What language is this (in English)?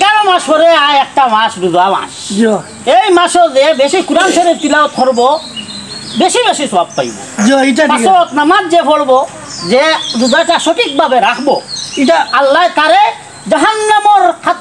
Sylheti